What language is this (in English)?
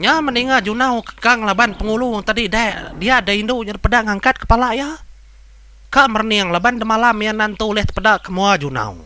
Iban